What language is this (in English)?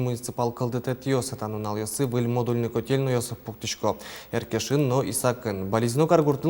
Udmurt